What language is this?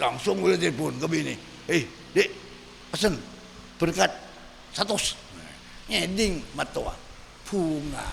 Madurese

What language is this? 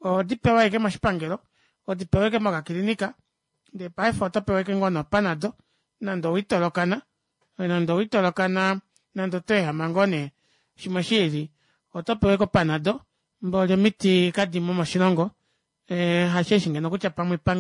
Kuanyama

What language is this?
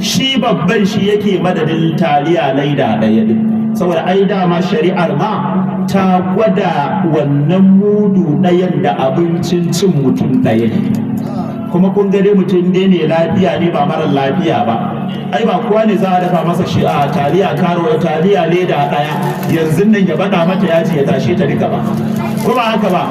Hausa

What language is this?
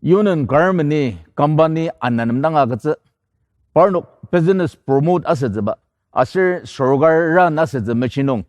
Ao Naga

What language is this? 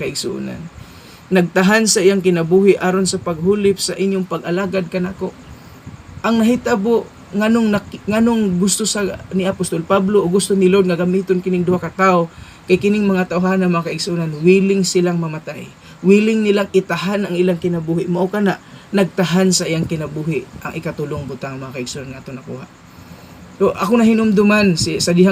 Cebuano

